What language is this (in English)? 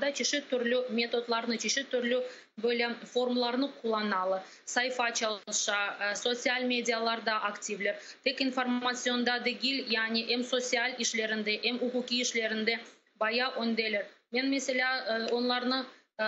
Crimean Tatar